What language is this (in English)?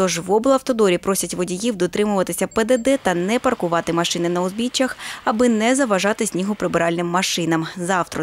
Ukrainian